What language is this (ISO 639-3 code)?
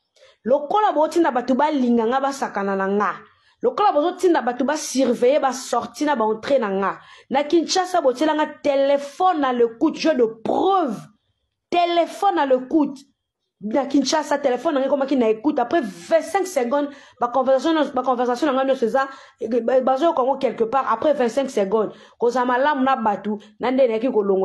lin